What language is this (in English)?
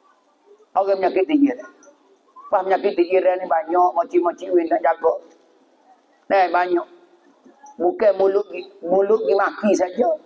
Pattani Malay